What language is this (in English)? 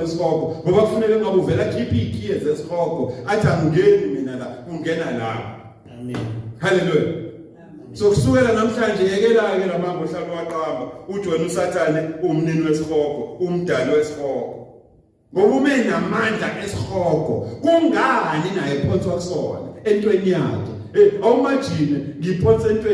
Zulu